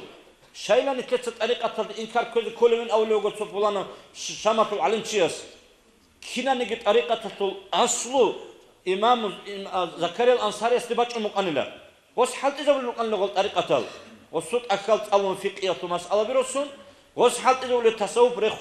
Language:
Avaric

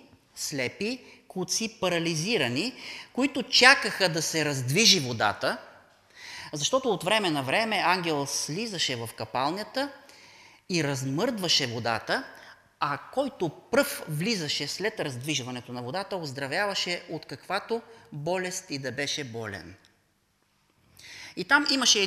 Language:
Bulgarian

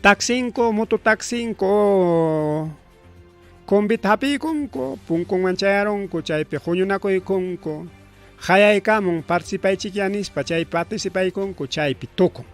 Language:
Ayacucho Quechua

